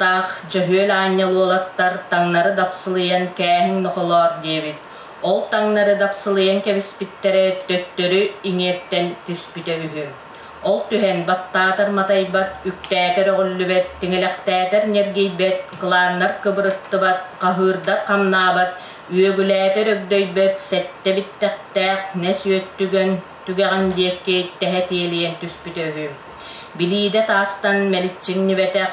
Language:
Yakut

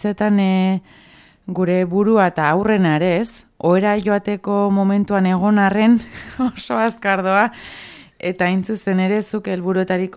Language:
Basque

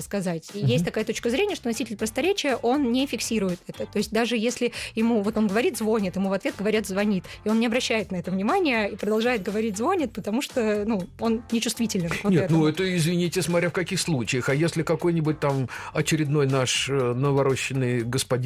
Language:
Russian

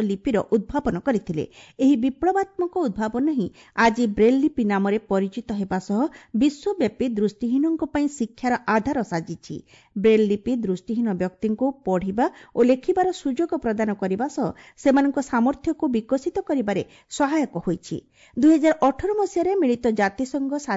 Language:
Odia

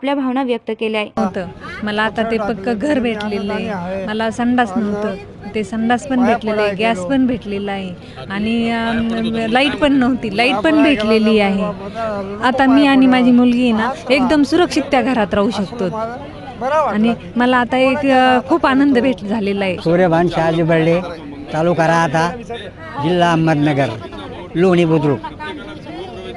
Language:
Marathi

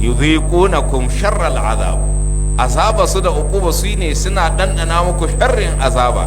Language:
Hausa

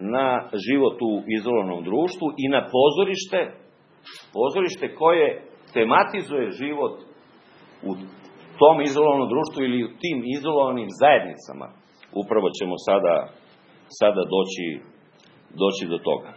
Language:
Serbian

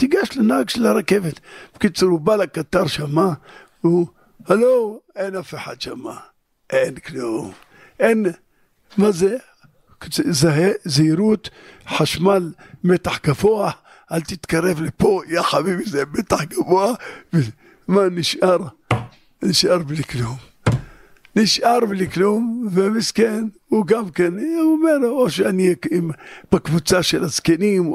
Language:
Hebrew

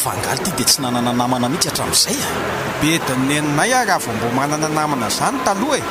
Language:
Malagasy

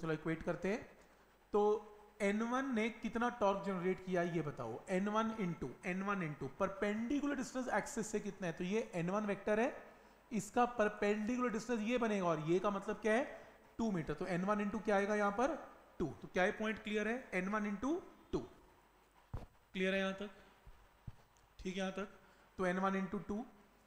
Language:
Hindi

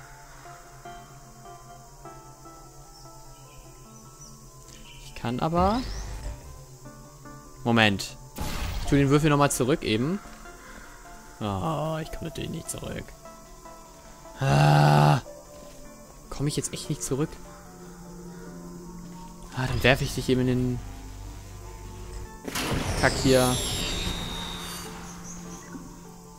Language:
German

